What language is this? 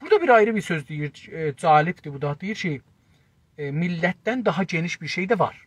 South Azerbaijani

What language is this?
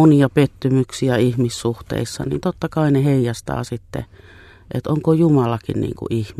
Finnish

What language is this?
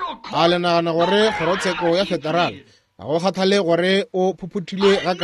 Northern Sotho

